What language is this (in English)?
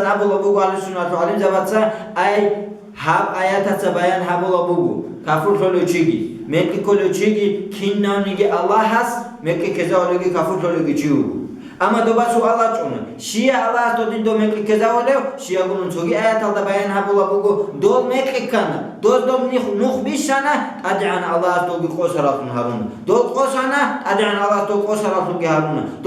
Avaric